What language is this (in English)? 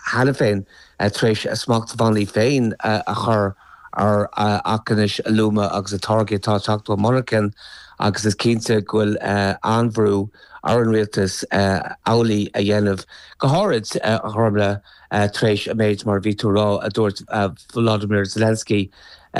Irish